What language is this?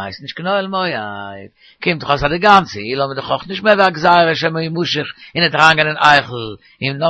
Yiddish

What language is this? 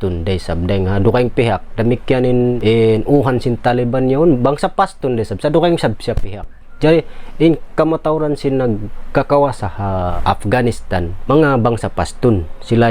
Tausug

